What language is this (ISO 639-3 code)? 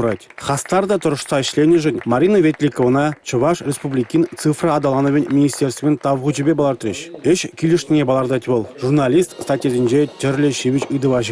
chv